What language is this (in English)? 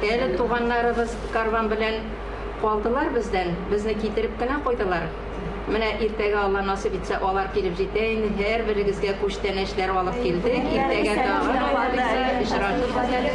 Tatar